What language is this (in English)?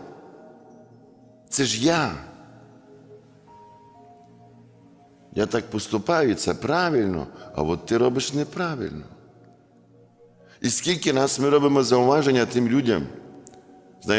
Ukrainian